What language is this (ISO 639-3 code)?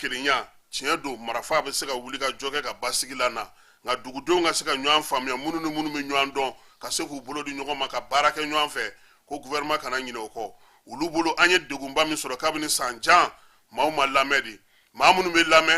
bam